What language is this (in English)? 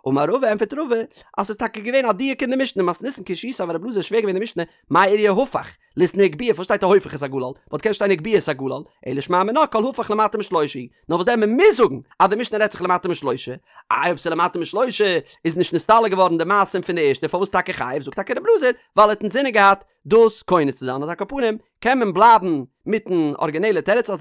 Yiddish